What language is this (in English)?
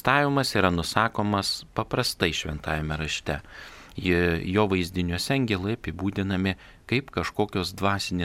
Lithuanian